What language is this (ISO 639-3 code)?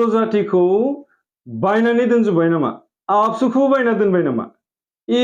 brx